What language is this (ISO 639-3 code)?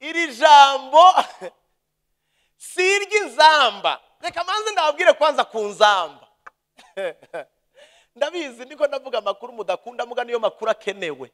run